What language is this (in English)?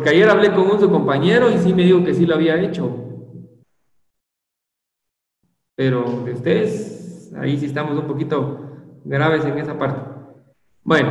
Spanish